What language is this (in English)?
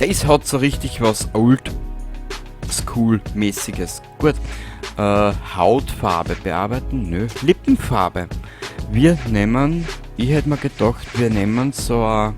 Bavarian